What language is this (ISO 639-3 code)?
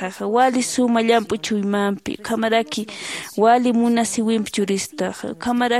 aym